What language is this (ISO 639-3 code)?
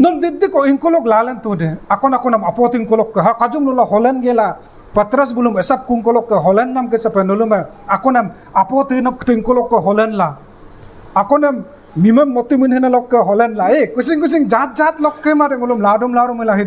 adi